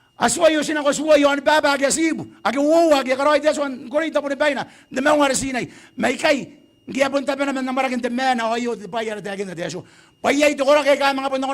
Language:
Gilbertese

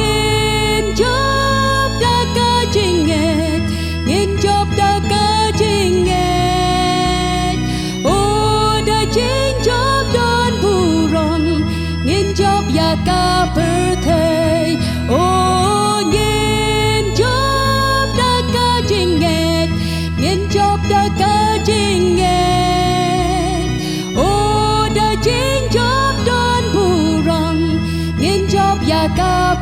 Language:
Khasi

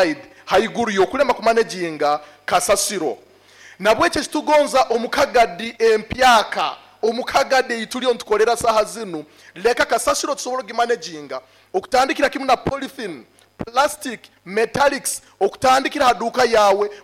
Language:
Nyoro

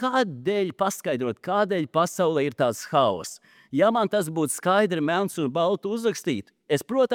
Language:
Latvian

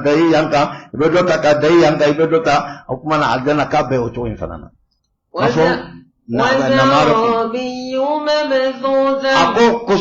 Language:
Bambara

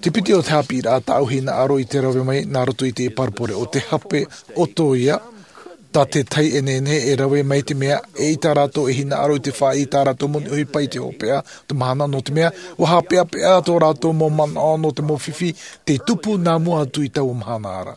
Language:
Tahitian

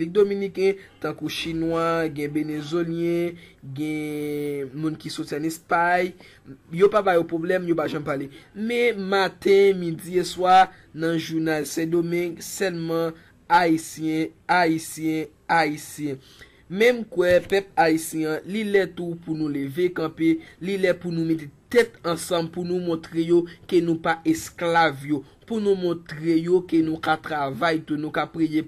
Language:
Haitian Creole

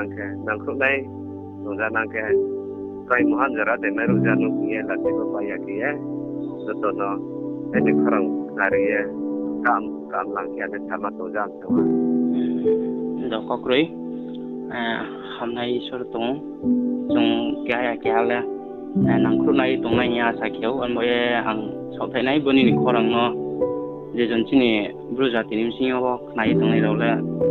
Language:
Riang (India)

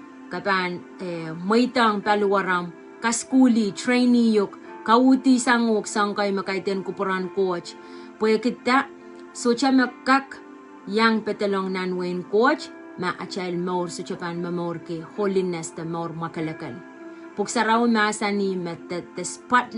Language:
Pohnpeian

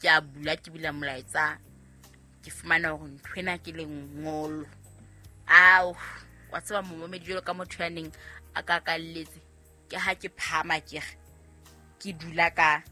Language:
Southern Sotho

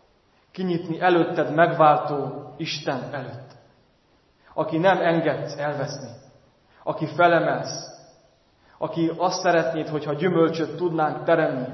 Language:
Hungarian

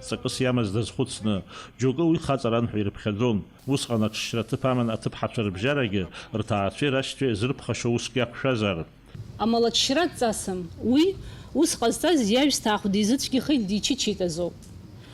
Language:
Abkhazian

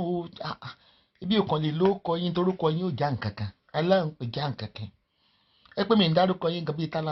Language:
Yoruba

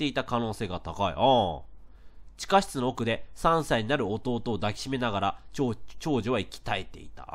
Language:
Japanese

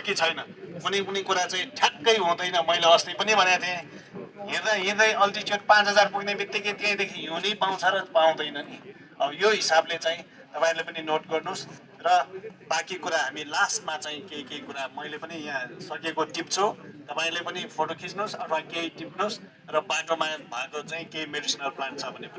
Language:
Nepali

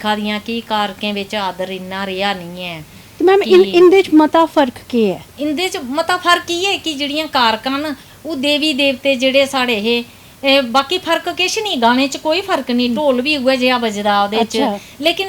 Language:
Dogri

